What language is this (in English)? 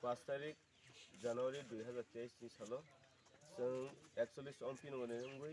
Kok Borok